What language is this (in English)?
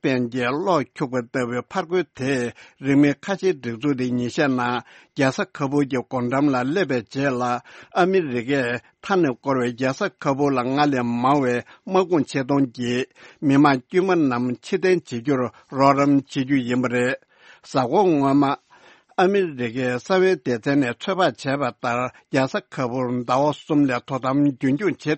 Tibetan